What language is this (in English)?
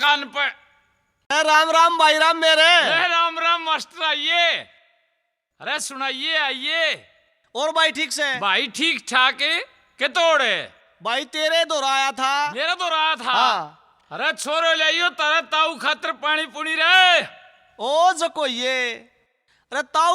Haryanvi